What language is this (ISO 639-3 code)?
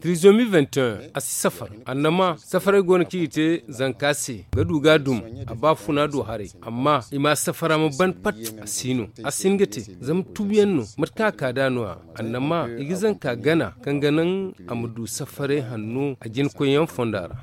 dje